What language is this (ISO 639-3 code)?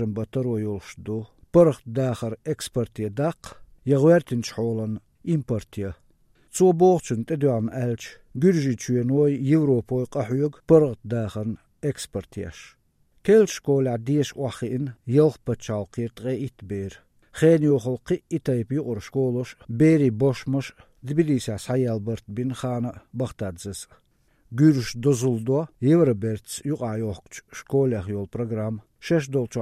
che